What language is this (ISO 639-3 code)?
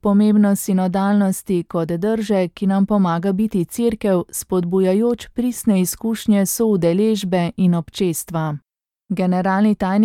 slv